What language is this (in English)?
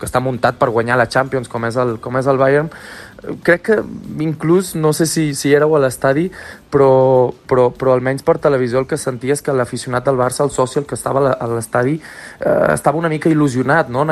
Catalan